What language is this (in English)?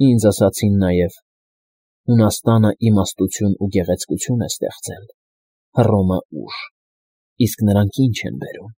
Armenian